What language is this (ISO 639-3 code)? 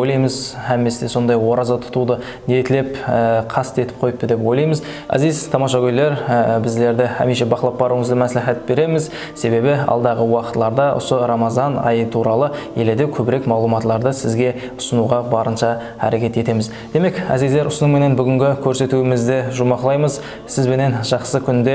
kaa